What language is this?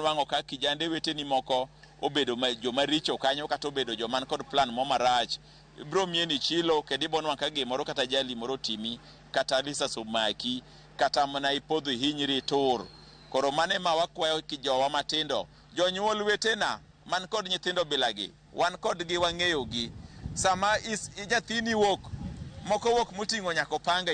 Luo (Kenya and Tanzania)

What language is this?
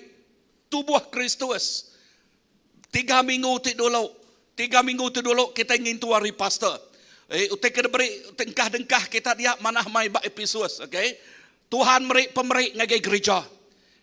Iban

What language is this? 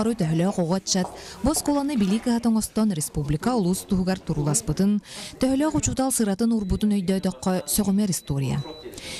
Yakut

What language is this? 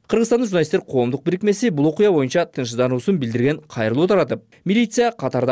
Kyrgyz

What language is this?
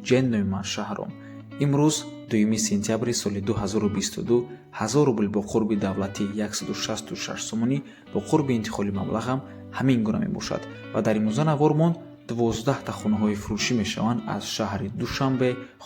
Tajik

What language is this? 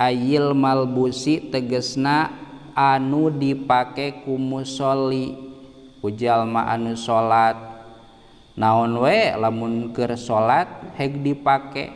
Sundanese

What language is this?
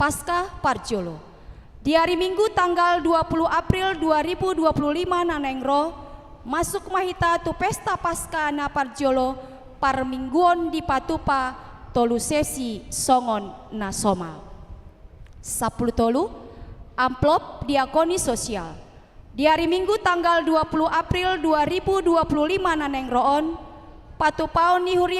Batak Toba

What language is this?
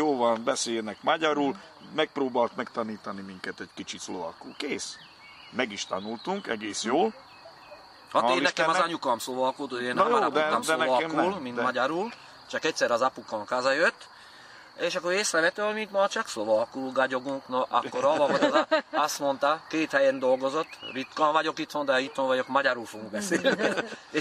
Hungarian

